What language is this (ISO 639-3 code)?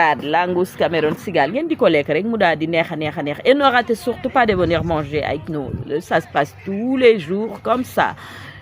wol